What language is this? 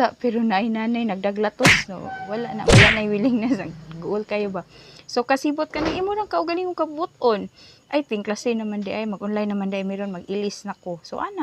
Cebuano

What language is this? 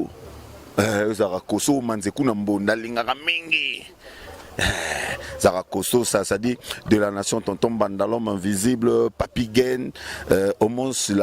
Lingala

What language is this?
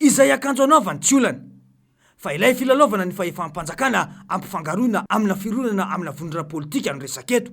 Malagasy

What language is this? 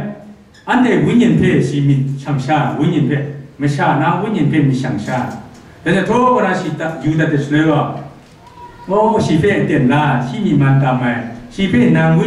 Kachin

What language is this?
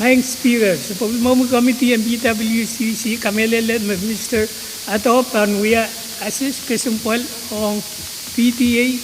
Pohnpeian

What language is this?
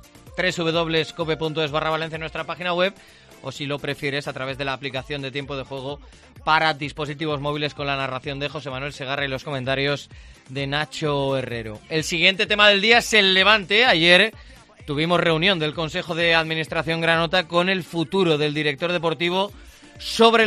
Spanish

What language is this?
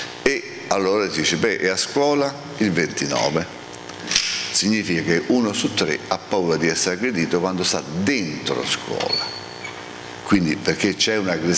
Italian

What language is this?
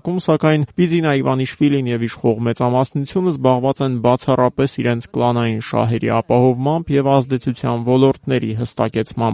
Armenian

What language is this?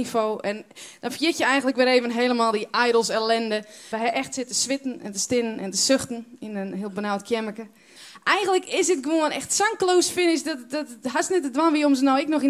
Western Frisian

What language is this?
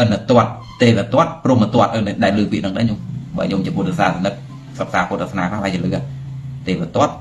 Khmer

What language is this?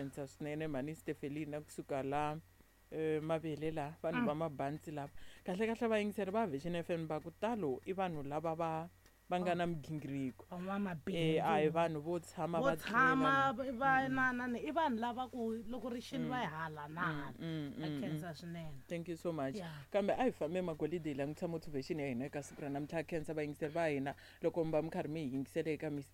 Tsonga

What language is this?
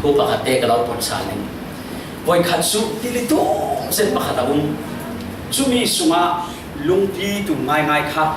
Falam Chin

